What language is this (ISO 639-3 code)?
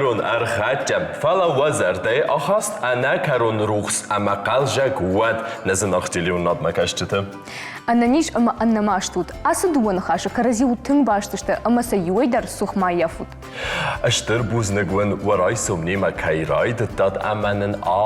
oss